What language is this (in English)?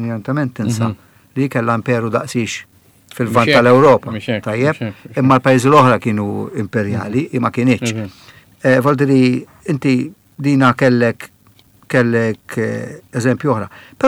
Maltese